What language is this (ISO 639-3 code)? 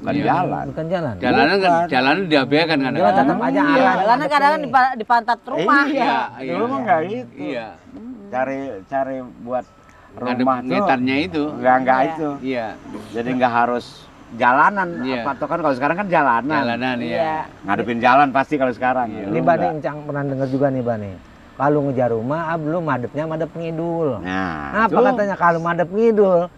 ind